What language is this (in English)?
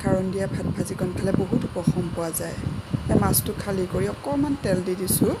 Assamese